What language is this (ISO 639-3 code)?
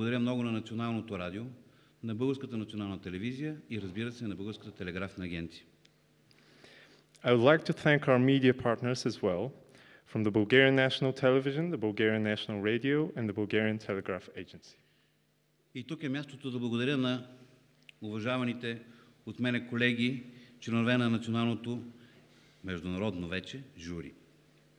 bul